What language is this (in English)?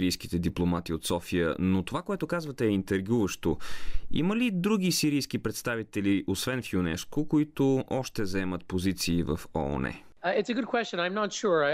Bulgarian